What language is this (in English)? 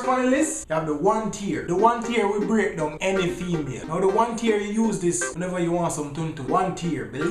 Jamaican Creole English